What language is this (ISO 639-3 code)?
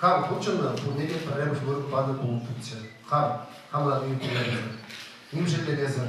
chv